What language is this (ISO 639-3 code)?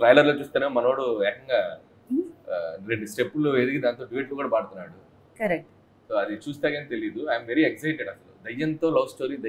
tel